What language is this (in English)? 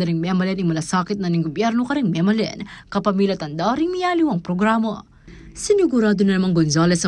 Pampanga